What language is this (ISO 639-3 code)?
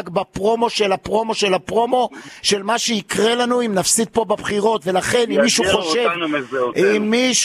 heb